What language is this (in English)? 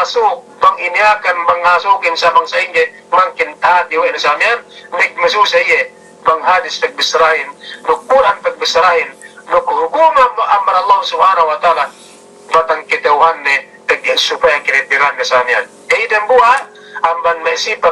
Yakan